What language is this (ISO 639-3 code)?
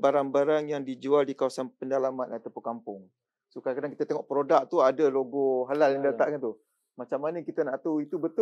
msa